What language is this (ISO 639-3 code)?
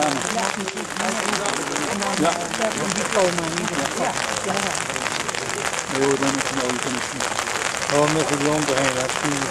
nld